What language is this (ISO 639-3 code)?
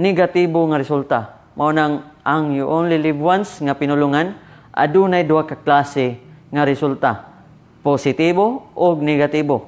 ceb